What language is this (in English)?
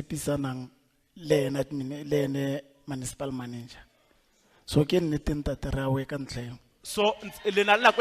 Tswana